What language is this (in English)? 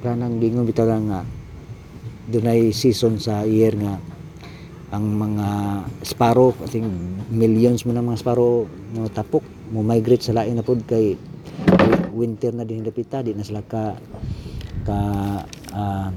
Cebuano